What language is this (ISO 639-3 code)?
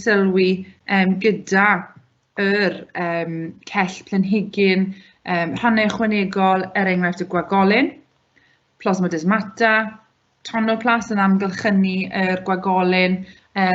cym